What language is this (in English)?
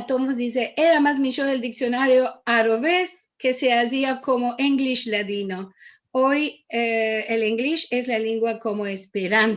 Ladino